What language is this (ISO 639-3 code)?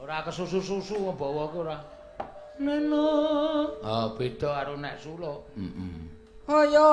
jav